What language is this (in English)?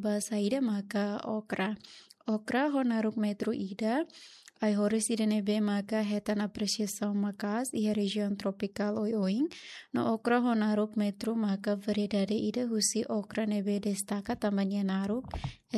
Tetum